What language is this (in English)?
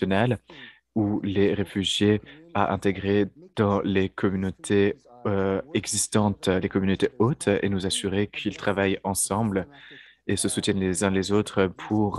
French